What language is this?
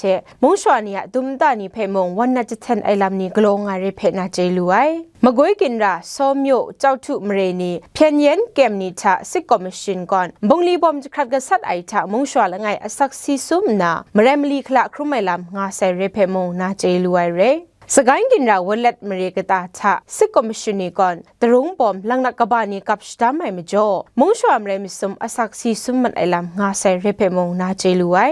Kachin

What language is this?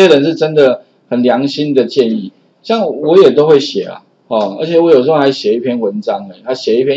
Chinese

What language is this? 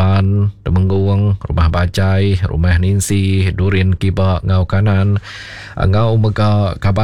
Iban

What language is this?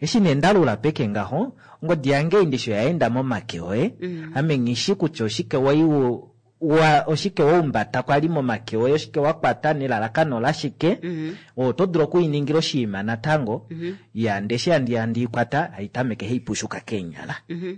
Kuanyama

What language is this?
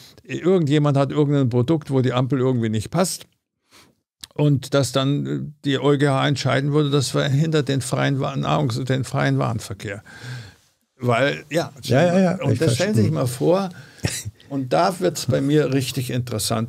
German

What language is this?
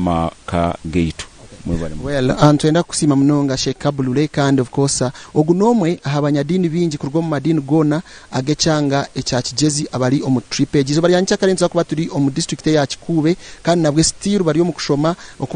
Nyankole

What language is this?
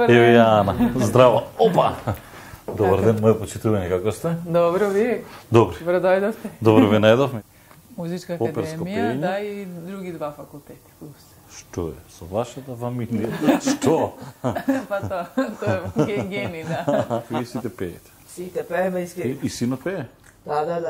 Macedonian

